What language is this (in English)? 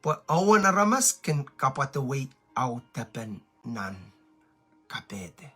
Pohnpeian